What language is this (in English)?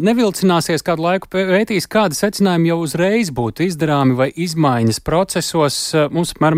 Latvian